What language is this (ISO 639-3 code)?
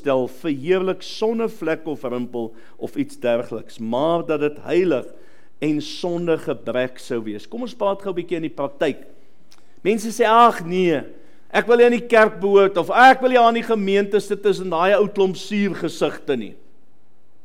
afr